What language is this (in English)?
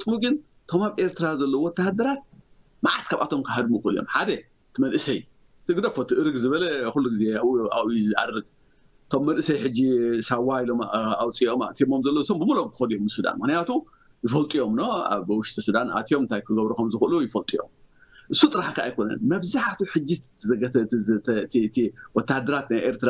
Tigrinya